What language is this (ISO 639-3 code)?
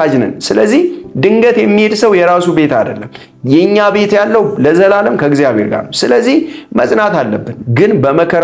amh